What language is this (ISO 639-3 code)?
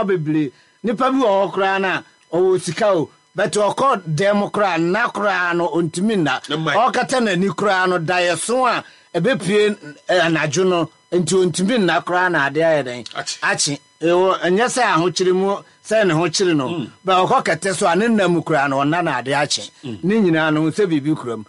aka